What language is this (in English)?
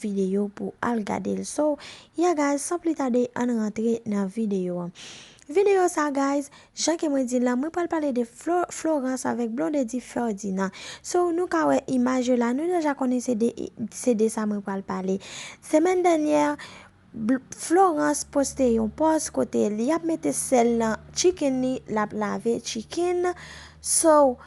Haitian Creole